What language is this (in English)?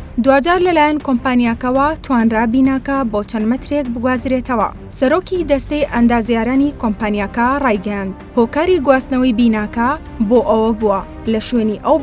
Central Kurdish